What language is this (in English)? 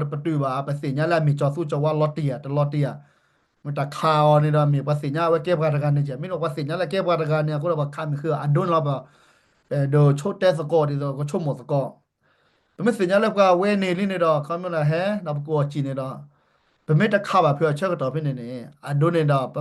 S'gaw Karen